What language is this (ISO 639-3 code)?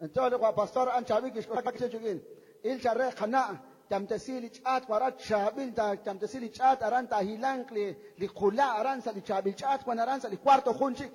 kek